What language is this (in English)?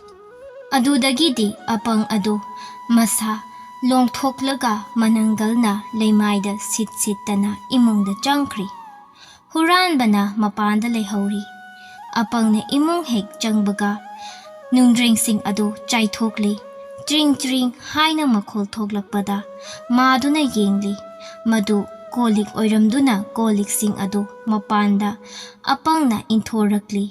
Manipuri